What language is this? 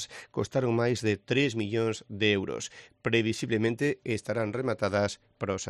Galician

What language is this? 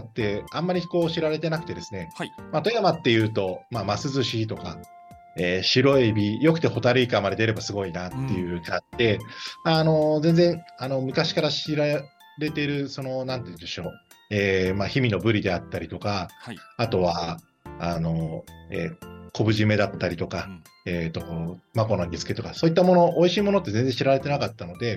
Japanese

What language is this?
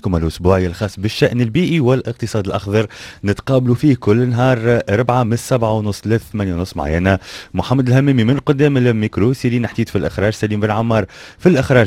Tunisian Arabic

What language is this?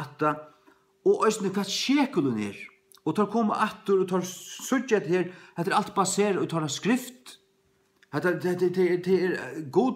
Faroese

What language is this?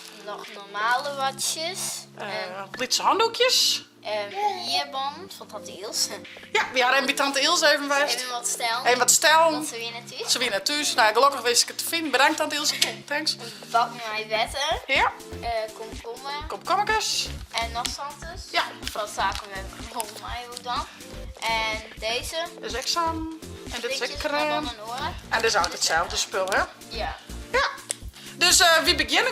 Western Frisian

